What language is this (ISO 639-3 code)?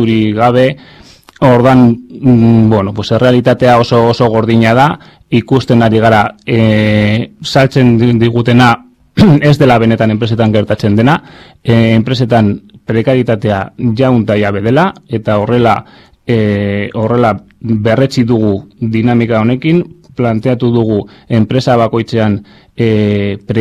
eus